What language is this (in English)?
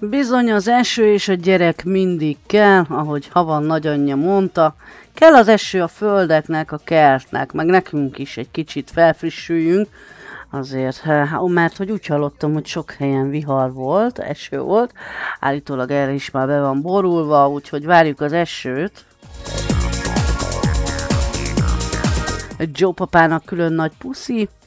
Hungarian